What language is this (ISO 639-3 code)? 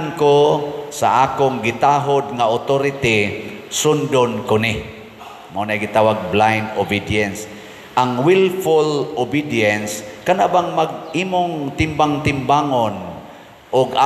ceb